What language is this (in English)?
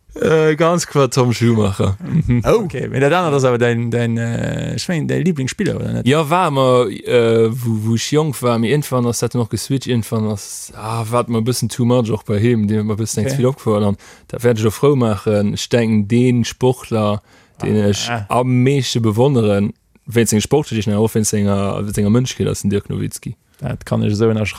Luxembourgish